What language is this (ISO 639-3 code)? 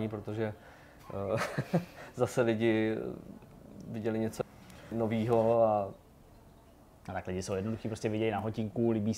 ces